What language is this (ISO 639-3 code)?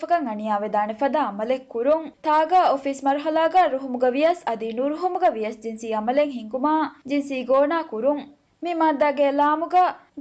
div